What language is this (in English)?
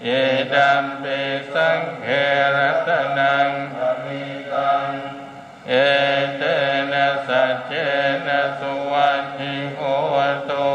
Pali